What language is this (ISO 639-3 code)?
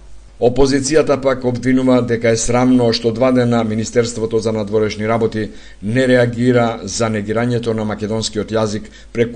mkd